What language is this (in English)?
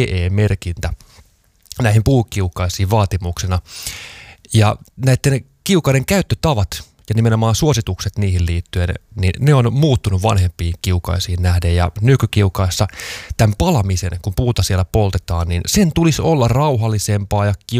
Finnish